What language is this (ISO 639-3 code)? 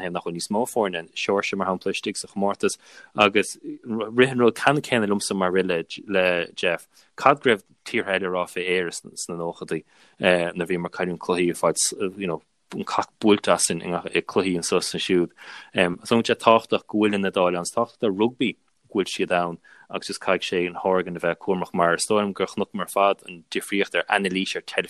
gle